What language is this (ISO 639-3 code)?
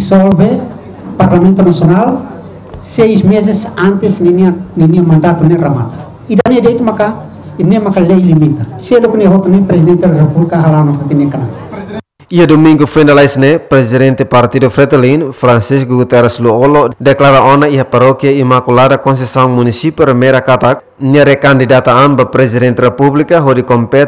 tet